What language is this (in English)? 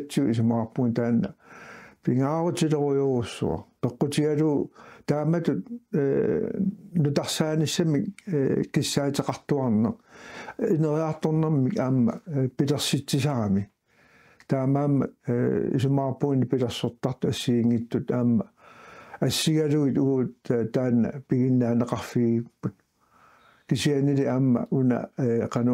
Kalaallisut